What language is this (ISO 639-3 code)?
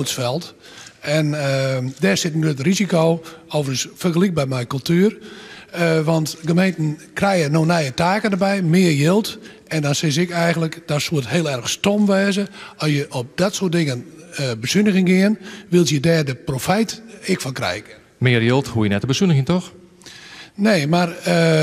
fry